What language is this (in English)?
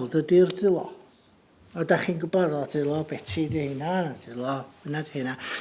Welsh